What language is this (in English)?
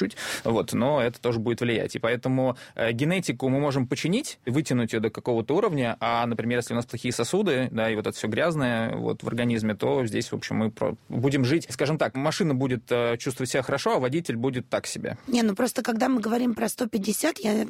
Russian